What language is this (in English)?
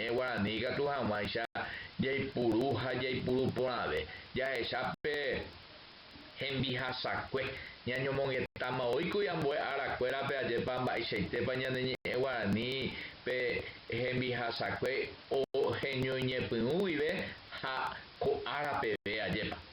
Guarani